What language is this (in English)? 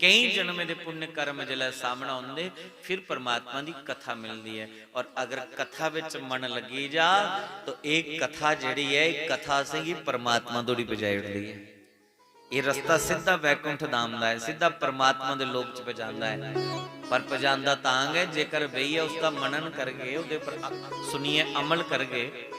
Dogri